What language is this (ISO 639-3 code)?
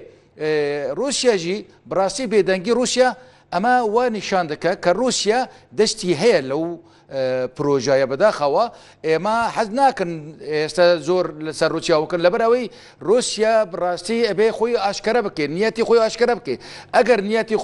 kur